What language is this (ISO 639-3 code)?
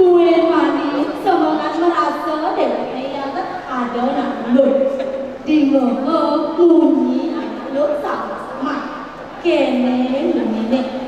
ban